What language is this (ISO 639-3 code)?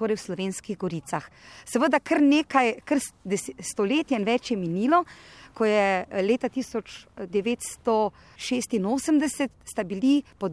slv